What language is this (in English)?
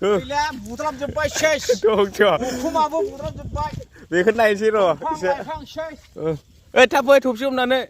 Bodo